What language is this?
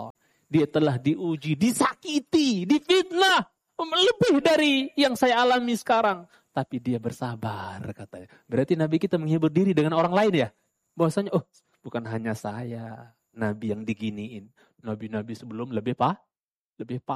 Indonesian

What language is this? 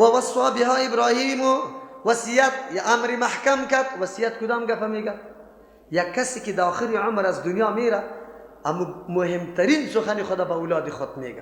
Persian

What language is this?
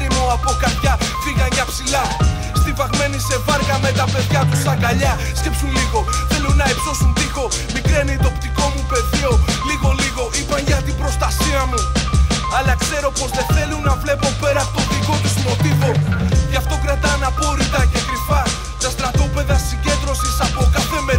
Greek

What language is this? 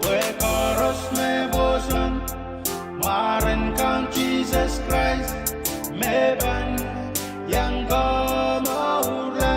Pohnpeian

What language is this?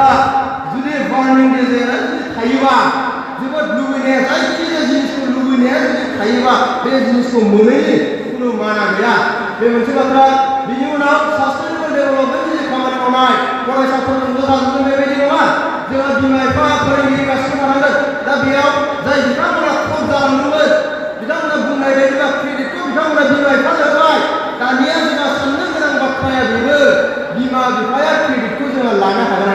Bodo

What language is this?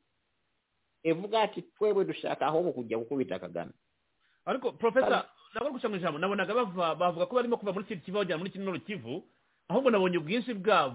Kinyarwanda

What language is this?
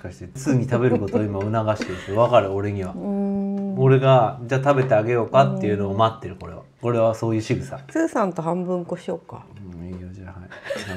Japanese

